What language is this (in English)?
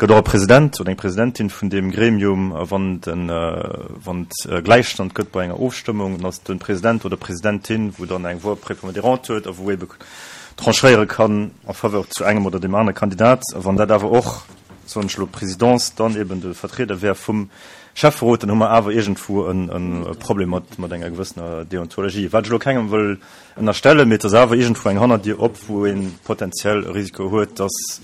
Luxembourgish